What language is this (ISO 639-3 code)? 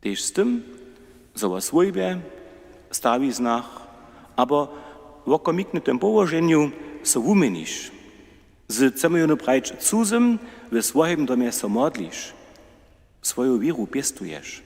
hsb